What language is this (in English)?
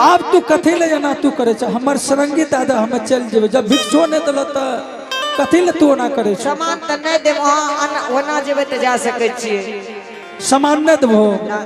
Angika